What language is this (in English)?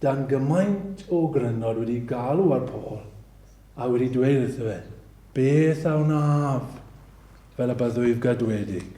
Welsh